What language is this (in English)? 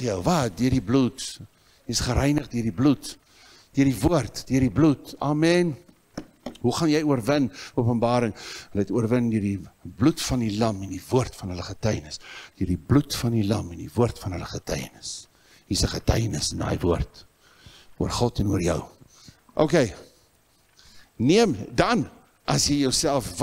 Afrikaans